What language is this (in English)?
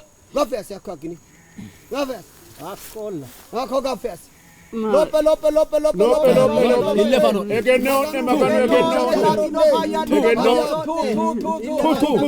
Sidamo